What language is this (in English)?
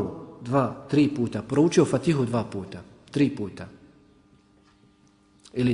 Bosnian